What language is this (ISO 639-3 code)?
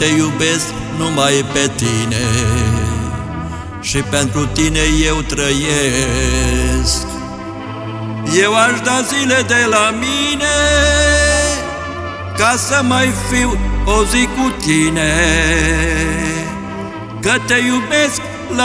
ron